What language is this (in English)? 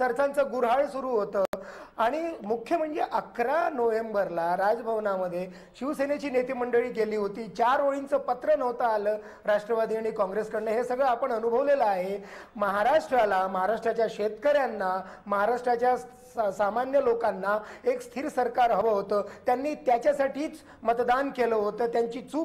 Marathi